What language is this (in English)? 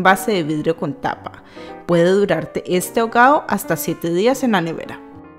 Spanish